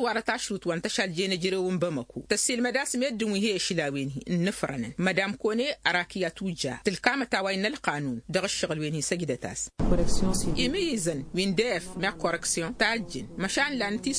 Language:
Tamasheq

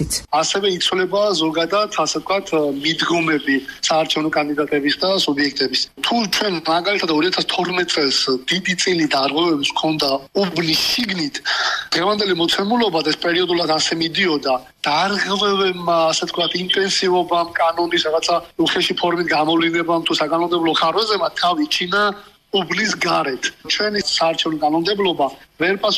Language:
Georgian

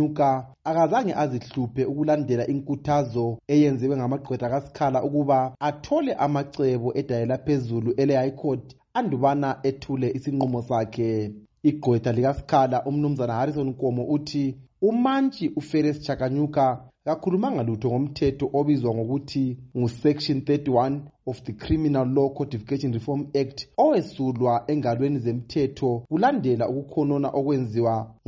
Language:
North Ndebele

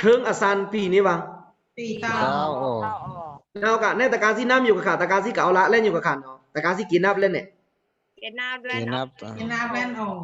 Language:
Pa'o Karen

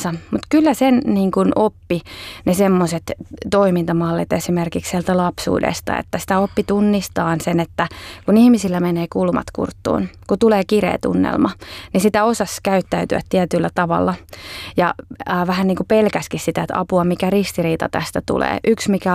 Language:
Finnish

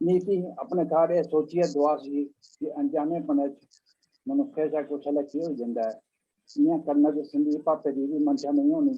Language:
Dogri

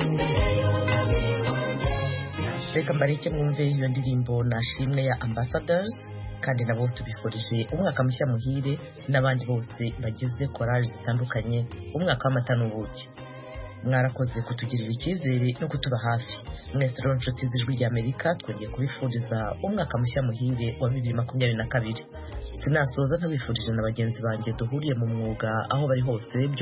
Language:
Kinyarwanda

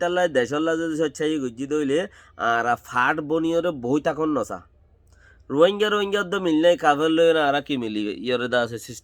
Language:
Rohingya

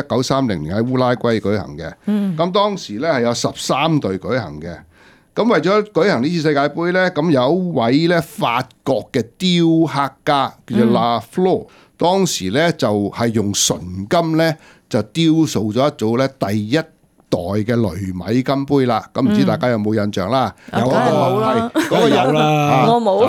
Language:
Cantonese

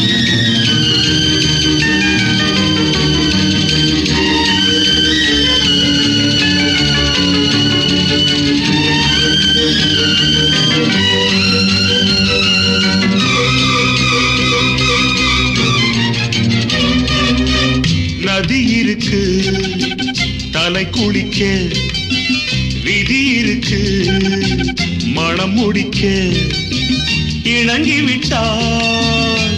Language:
Tamil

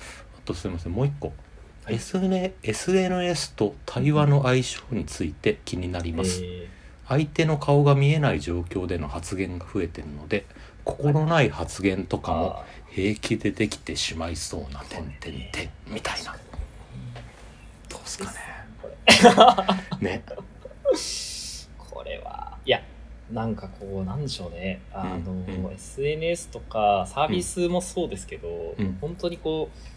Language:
Japanese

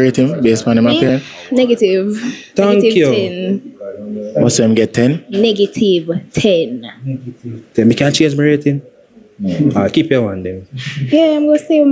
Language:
Jamaican Creole English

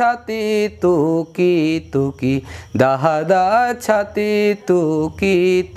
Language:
Sadri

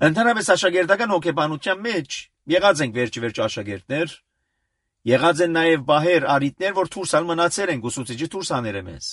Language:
Armenian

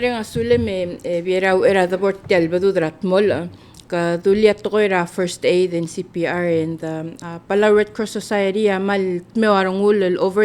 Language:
Palauan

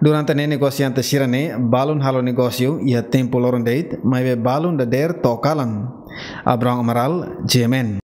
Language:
Tetum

